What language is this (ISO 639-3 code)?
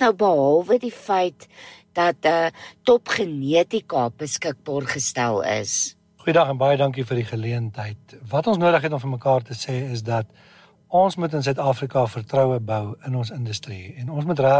afr